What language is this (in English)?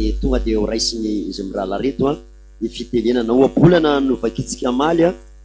Malagasy